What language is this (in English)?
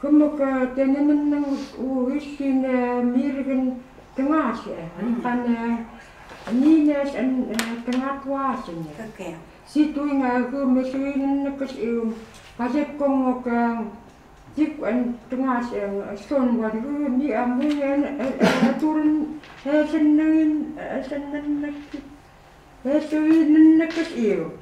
Chukot